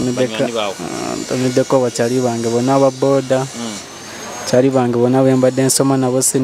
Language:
Nyoro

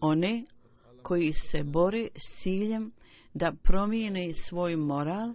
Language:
Bosnian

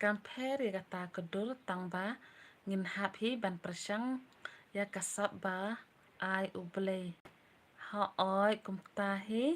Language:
Khasi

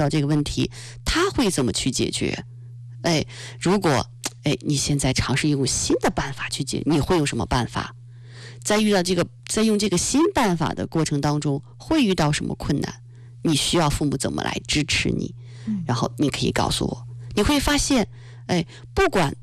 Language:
Chinese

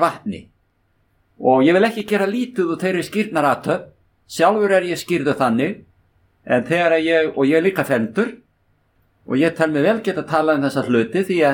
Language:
Icelandic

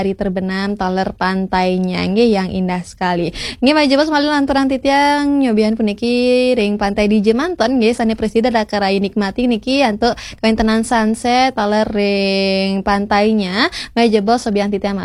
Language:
Balinese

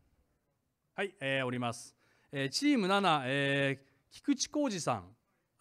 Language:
Japanese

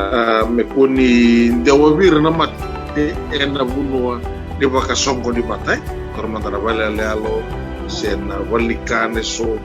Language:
Fijian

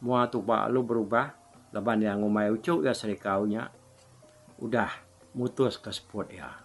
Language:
Iban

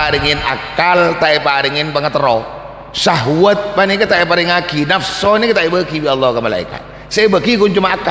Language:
Madurese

